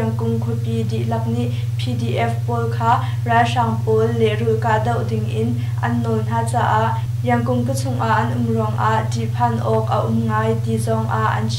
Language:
Hakha Chin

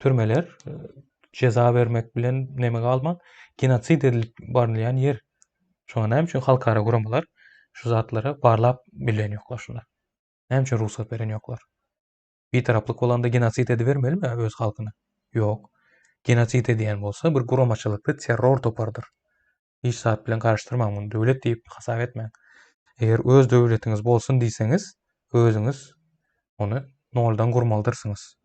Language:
Turkmen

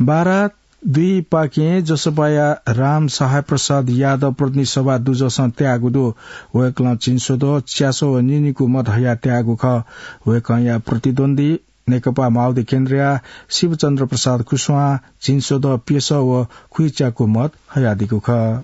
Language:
Newari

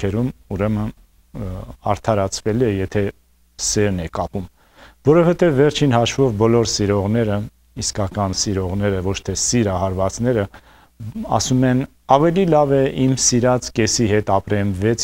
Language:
Armenian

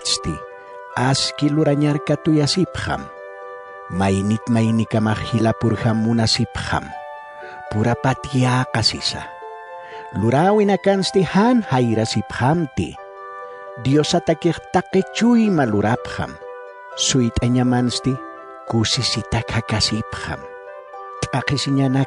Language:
Aymara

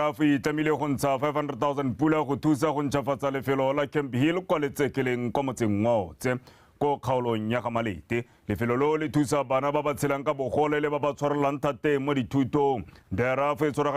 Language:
Tswana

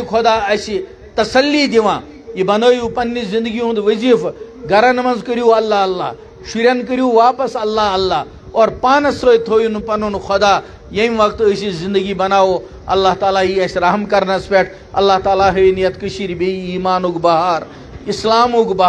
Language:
Kashmiri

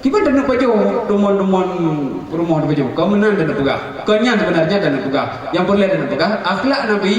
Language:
Achinese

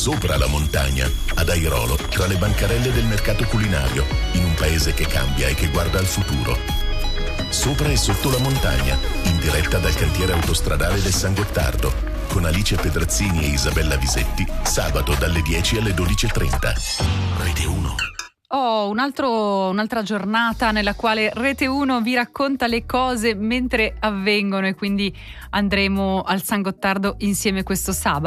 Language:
Italian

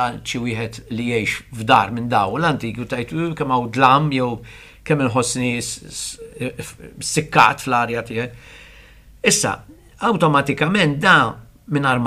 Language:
Maltese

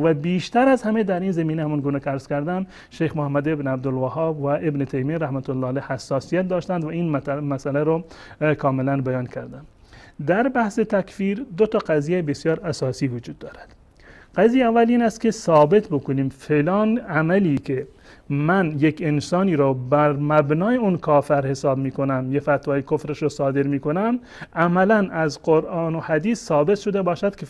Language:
Persian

